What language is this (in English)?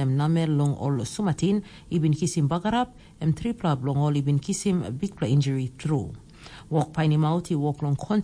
Tok Pisin